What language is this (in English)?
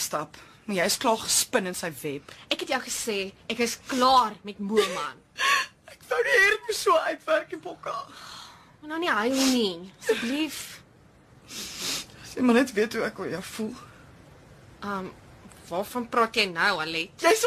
Afrikaans